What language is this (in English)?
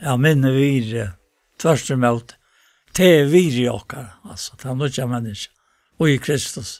Faroese